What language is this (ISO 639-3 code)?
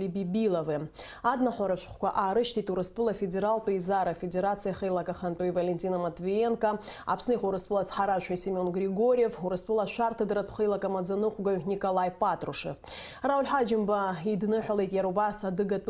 abk